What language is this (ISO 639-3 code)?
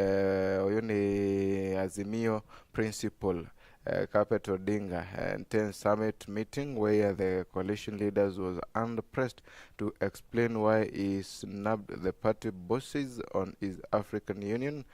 mer